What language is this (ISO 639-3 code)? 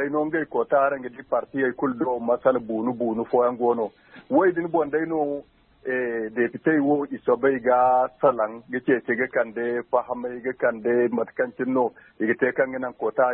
dje